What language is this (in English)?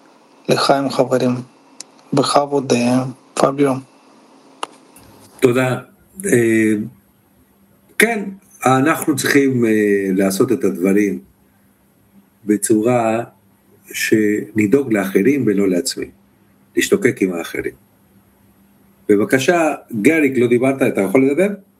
Hebrew